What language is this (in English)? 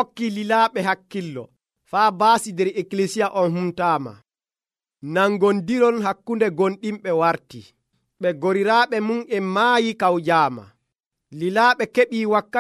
Nigerian Fulfulde